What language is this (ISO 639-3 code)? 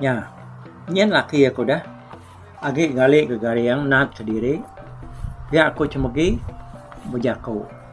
iba